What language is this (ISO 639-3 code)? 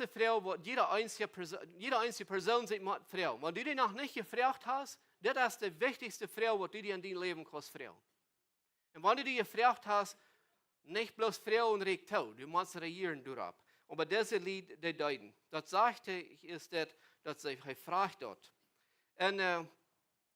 pdt